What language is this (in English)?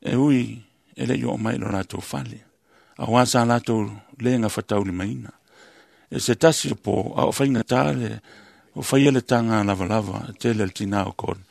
Samoan